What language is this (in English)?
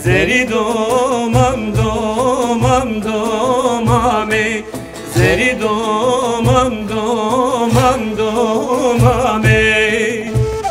Kurdish